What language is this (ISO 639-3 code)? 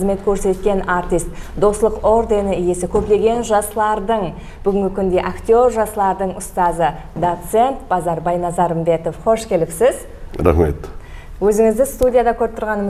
kaa